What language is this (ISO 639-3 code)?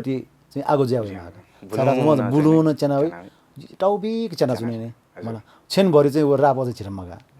new